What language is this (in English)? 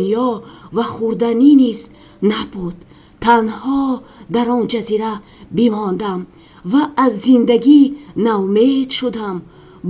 Tajik